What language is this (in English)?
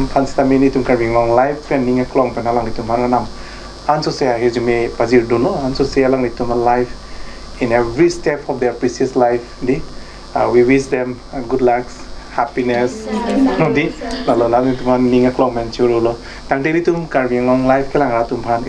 Karbi